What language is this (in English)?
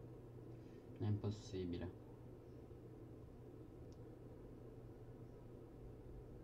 Italian